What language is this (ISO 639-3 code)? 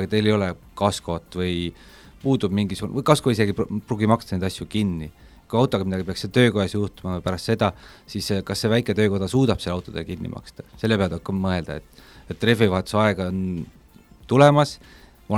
est